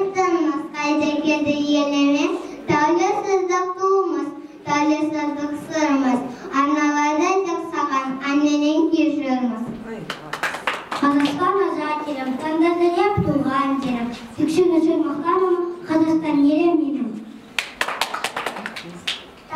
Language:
Kazakh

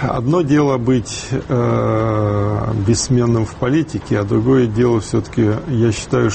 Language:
Russian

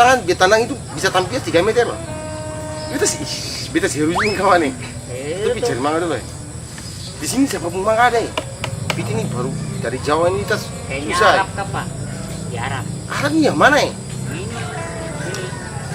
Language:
Ambonese Malay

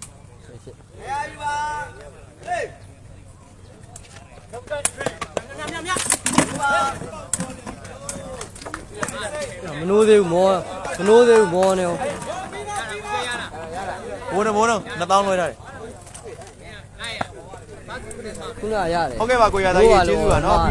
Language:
Burmese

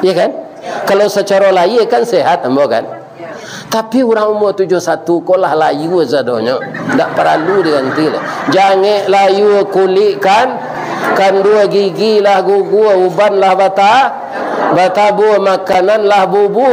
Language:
Minangkabau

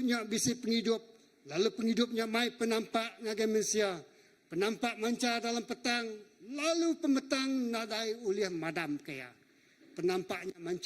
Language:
Iban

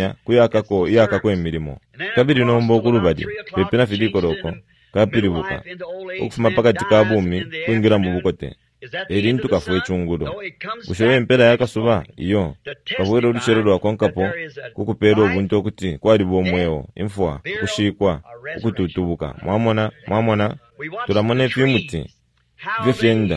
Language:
Bemba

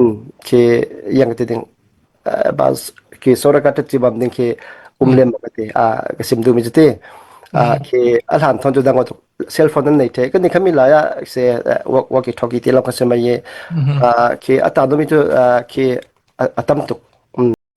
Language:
Falam Chin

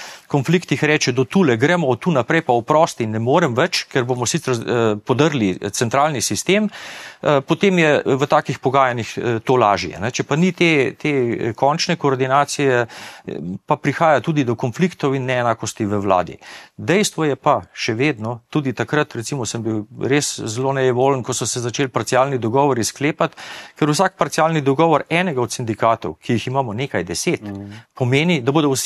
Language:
Slovenian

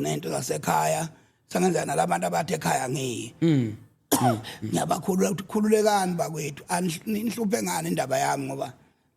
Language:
Zulu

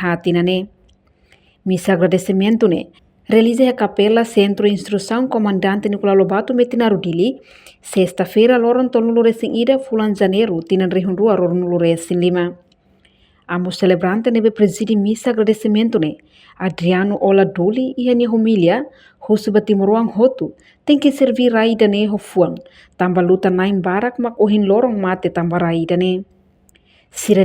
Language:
Tetum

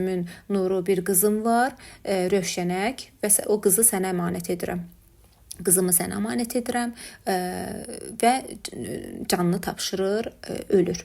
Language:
Azerbaijani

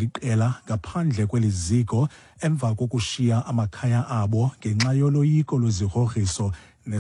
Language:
Xhosa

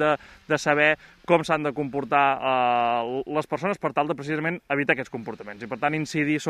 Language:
Catalan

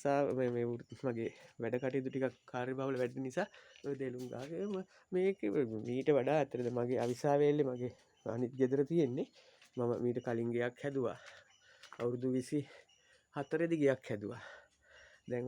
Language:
Sinhala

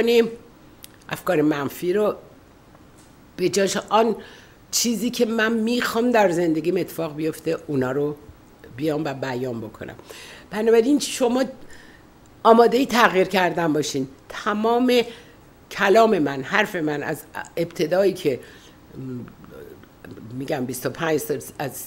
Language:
Persian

